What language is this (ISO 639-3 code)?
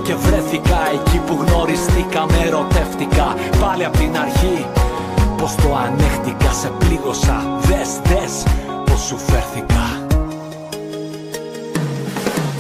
ell